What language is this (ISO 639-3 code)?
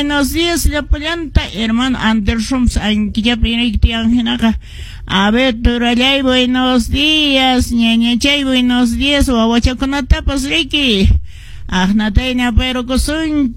que